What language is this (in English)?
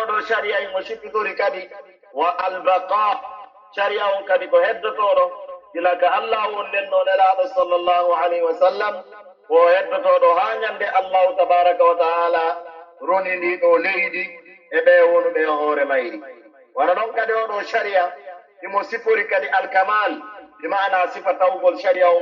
Pular